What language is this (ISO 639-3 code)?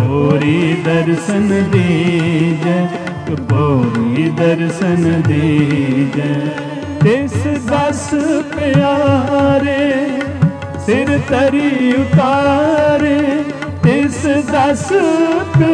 pan